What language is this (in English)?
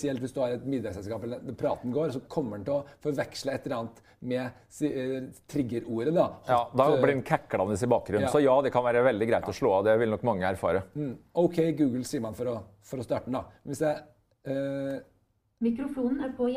Norwegian